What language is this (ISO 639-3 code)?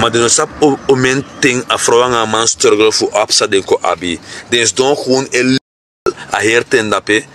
srn